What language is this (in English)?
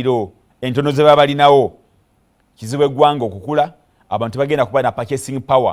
Ganda